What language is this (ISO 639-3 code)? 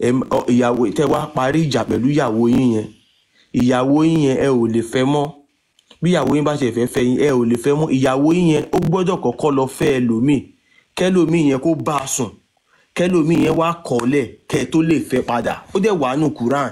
yor